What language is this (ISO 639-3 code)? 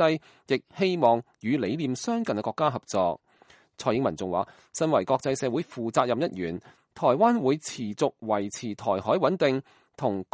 yue